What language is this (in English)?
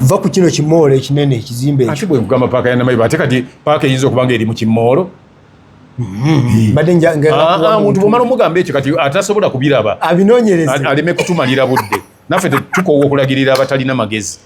Ganda